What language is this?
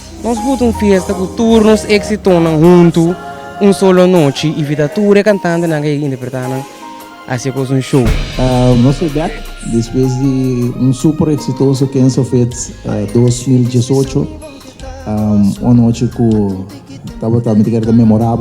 Papiamento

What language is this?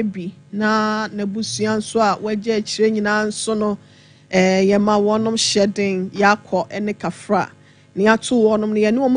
Akan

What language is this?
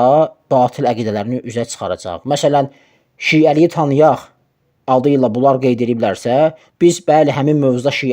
Azerbaijani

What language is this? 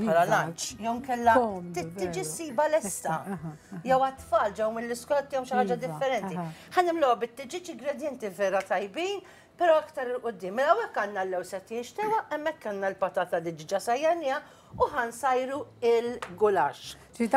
Maltese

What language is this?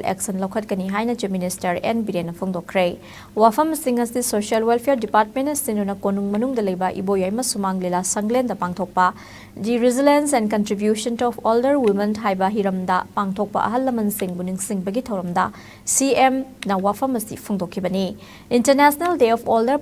Manipuri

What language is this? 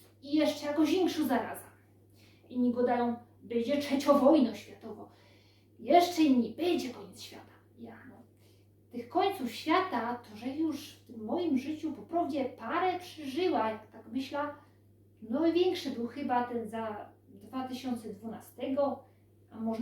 Silesian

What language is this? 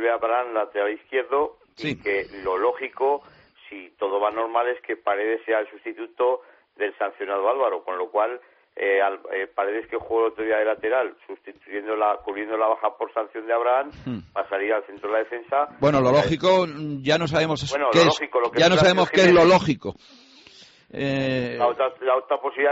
Spanish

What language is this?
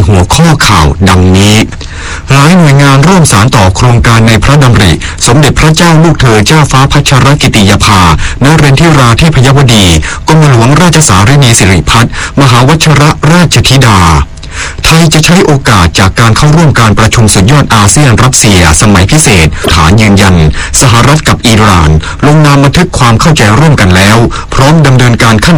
Thai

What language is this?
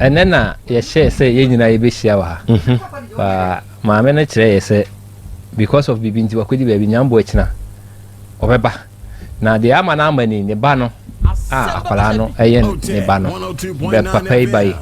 Akan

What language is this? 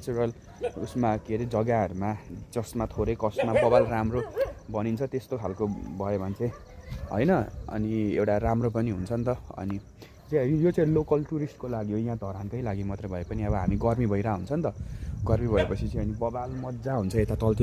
Nepali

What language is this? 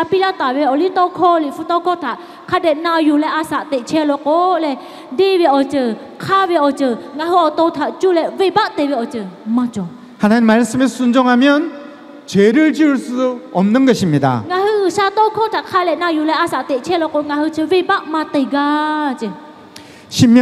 Lahu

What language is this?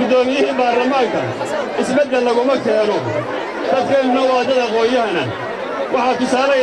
Somali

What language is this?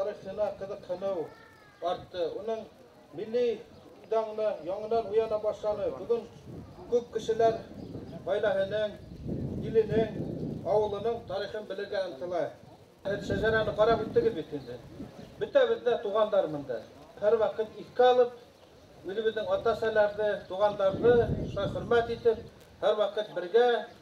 Bashkir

